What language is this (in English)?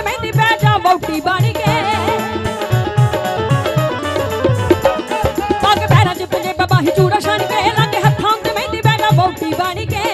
Punjabi